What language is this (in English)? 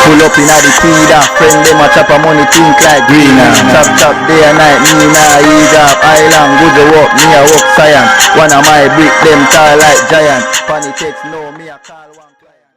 Jamaican Creole English